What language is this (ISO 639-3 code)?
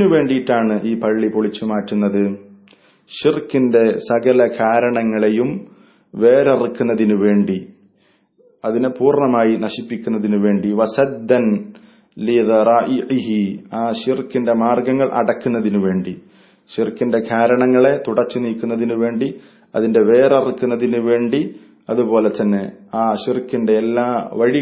mal